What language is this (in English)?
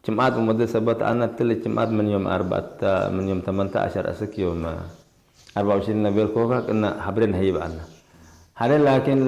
Tigre